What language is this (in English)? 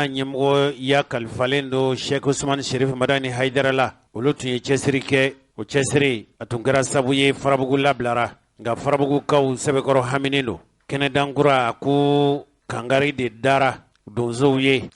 Bambara